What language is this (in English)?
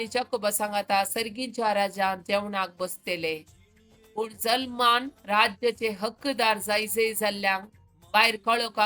Konkani